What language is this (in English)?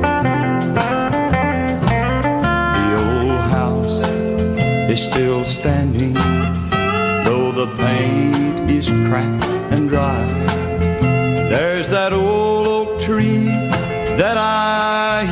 English